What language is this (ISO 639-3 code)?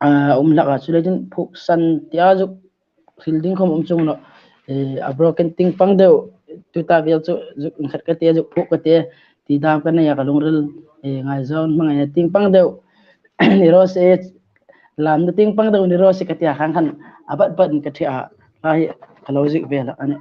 hmr